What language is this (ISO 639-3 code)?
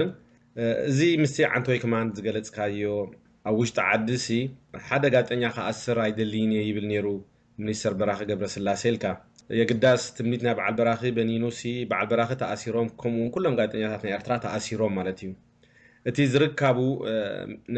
tir